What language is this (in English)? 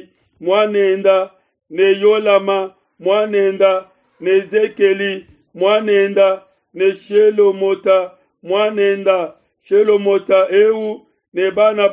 Luba-Lulua